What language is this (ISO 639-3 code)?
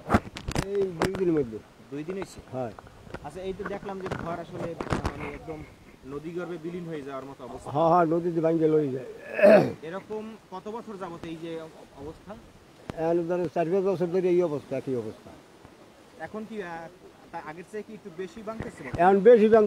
ben